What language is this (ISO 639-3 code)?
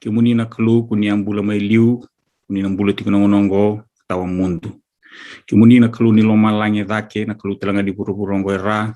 fij